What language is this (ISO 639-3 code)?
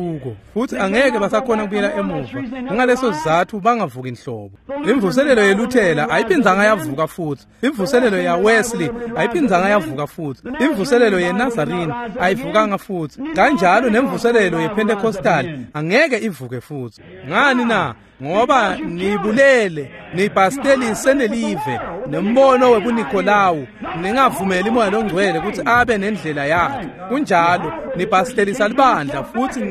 ssw